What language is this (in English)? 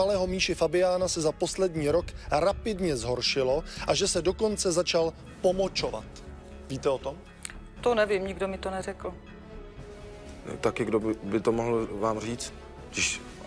Czech